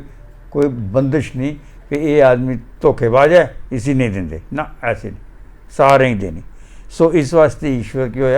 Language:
Dogri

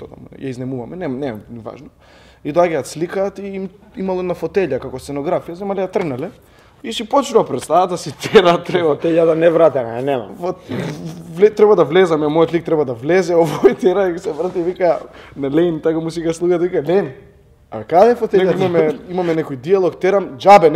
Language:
Macedonian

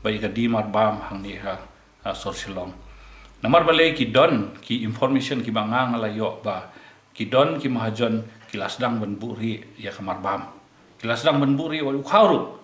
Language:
Khasi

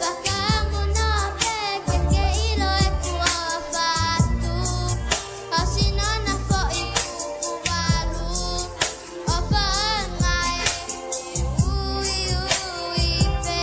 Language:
Tongan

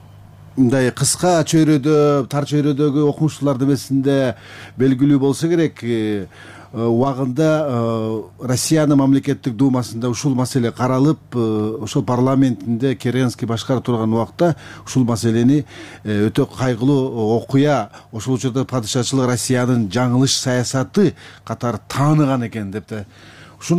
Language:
Kyrgyz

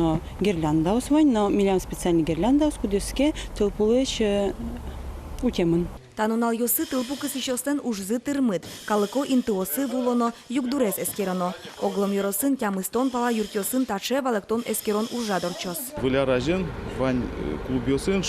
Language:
Udmurt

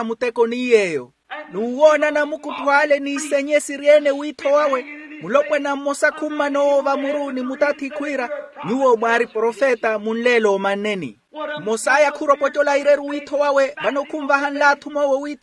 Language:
Makhuwa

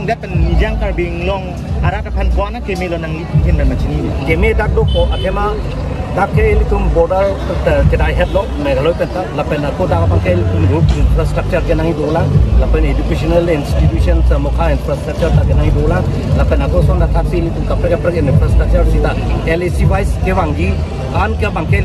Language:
Karbi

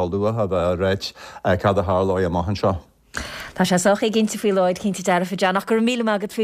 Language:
Irish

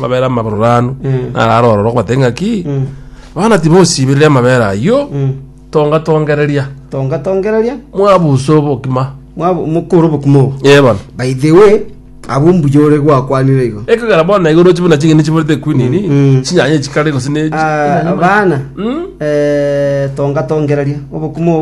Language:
Gusii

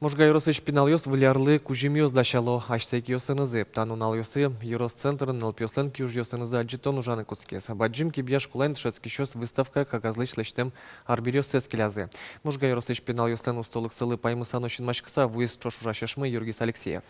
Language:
Udmurt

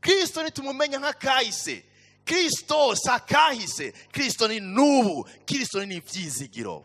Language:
Rundi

